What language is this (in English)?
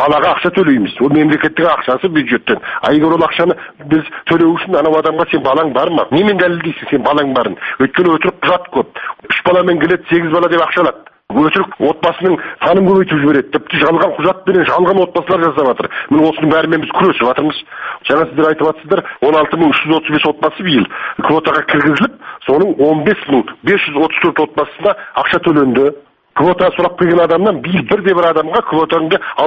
Kazakh